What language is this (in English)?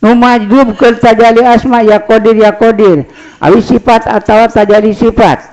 Sundanese